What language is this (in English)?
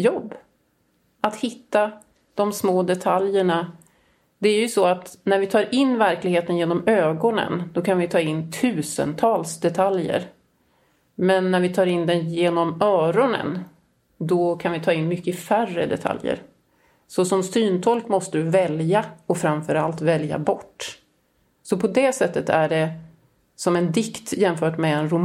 Swedish